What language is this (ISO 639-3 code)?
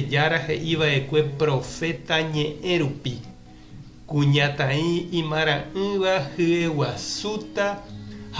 grn